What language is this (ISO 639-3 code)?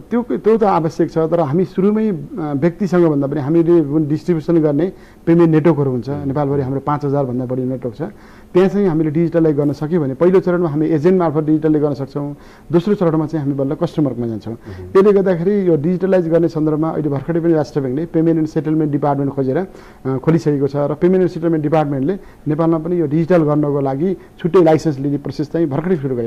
nep